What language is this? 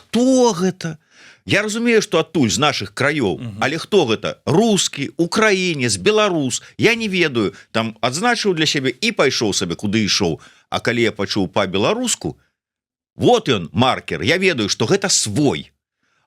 Belarusian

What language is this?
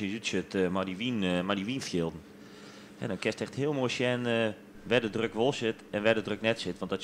Western Frisian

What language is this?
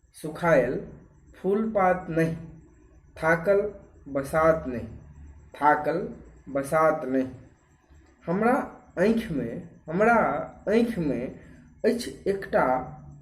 Maithili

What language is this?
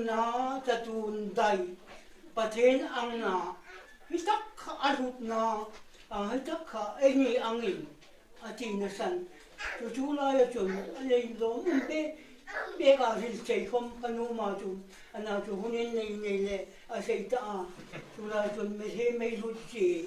Hmar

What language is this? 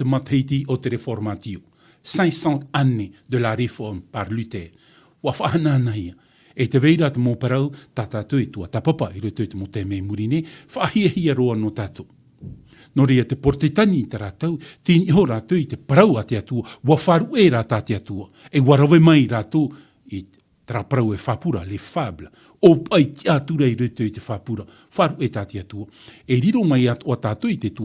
Tahitian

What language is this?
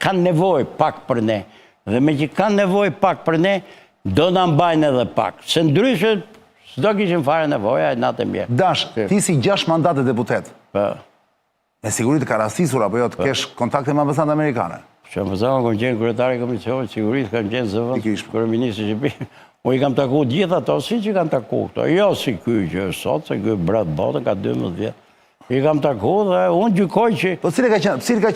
Albanian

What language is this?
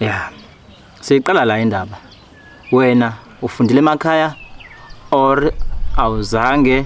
Zulu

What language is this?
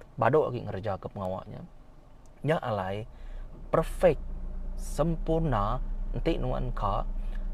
Iban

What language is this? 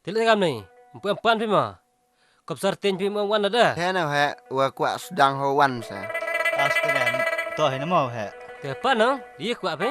Khasi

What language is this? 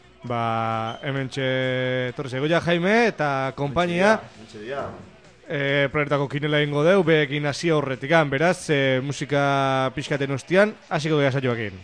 Basque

